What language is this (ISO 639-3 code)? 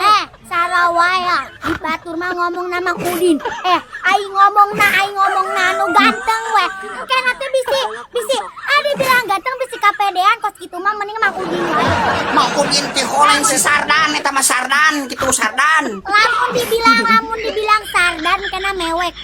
sun